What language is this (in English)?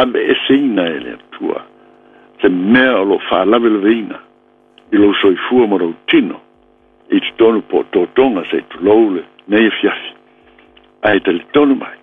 Samoan